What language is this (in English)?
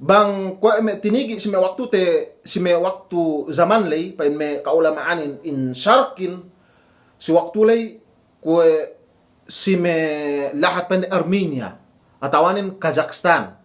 Yakan